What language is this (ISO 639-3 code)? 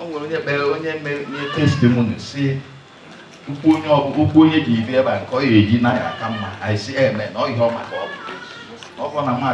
ibo